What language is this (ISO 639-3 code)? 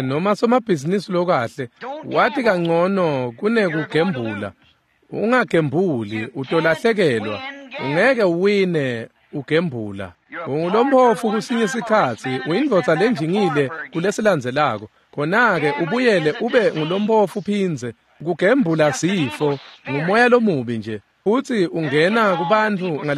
ssw